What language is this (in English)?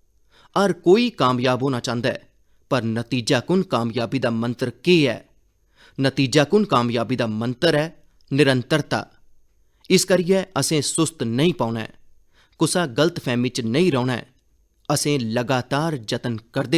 Dogri